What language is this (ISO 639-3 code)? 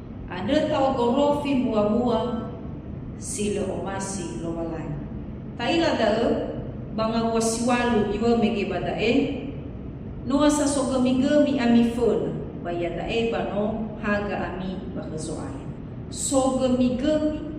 nia